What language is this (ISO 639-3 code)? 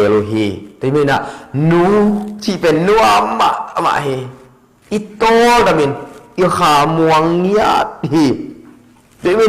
ctd